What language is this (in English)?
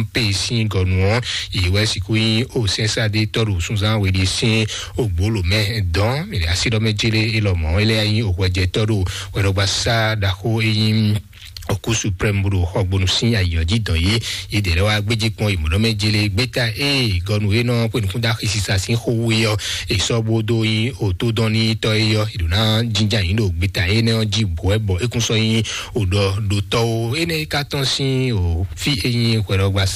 Fon